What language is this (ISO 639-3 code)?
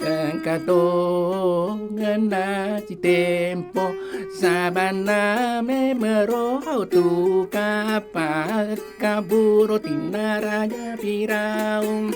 bug